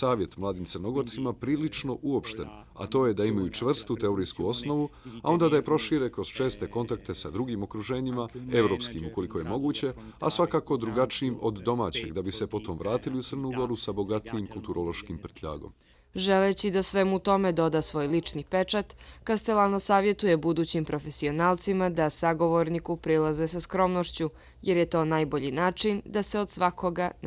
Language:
Bosnian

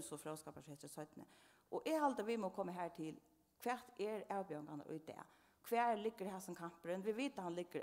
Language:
Faroese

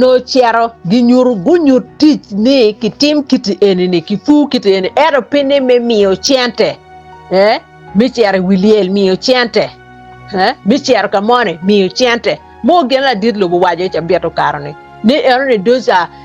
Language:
Acoli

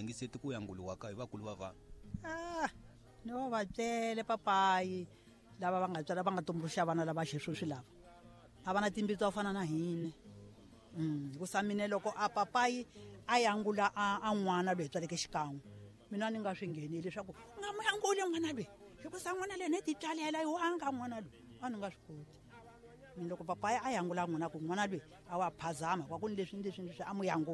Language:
Tsonga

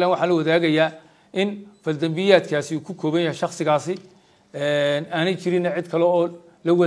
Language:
Somali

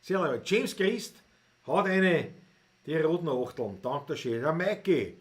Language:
Bavarian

